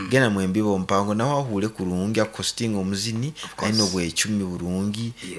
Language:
Nyankole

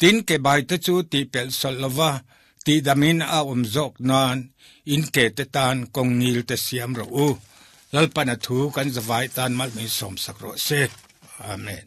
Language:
Mizo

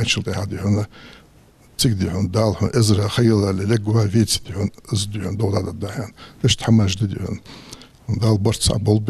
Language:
Ingush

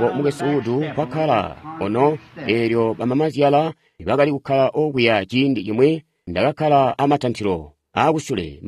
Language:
Tonga (Zambia)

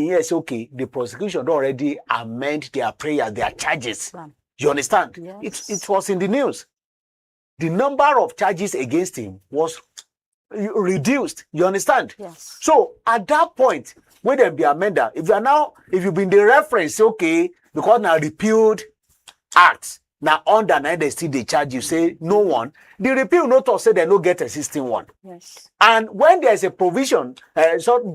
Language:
Nigerian Pidgin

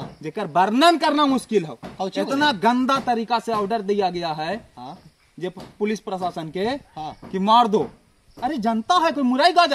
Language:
Magahi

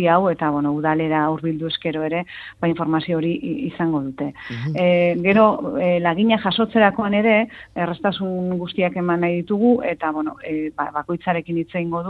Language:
Basque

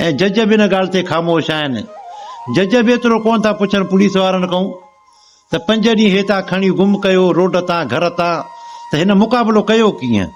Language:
Sindhi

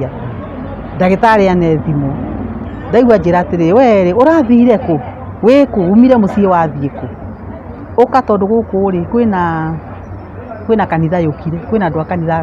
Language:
Kikuyu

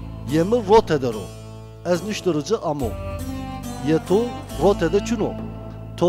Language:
Zaza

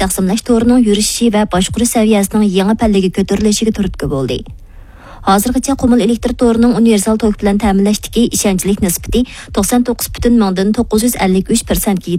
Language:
Uyghur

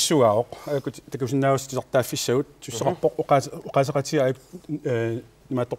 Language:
Kalaallisut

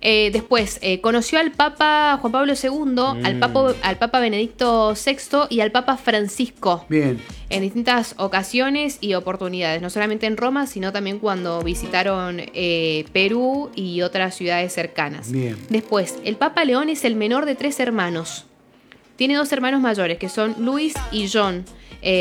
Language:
Spanish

